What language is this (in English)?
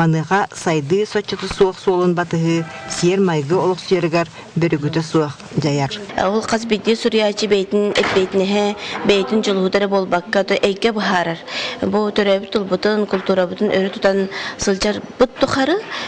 Yakut